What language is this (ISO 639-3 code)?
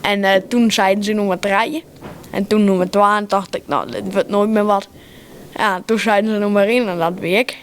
fry